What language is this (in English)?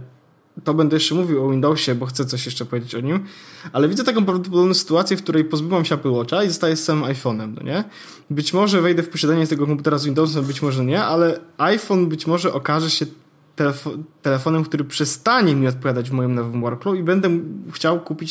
Polish